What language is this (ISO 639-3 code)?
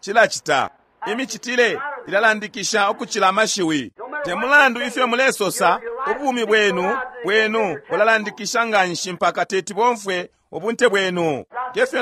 bem